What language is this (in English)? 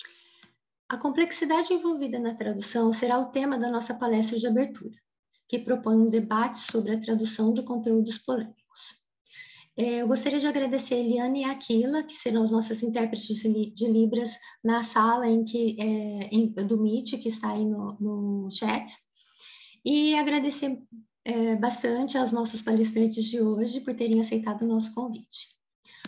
Portuguese